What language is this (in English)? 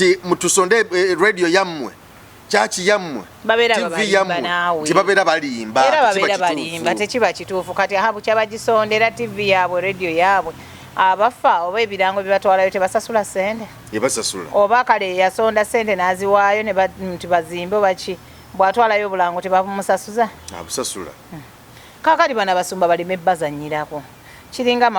Ganda